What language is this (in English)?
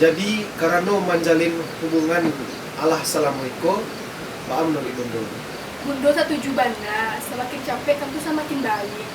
Minangkabau